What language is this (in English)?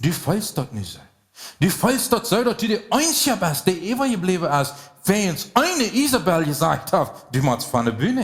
Plautdietsch